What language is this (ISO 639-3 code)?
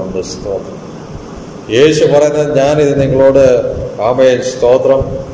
mal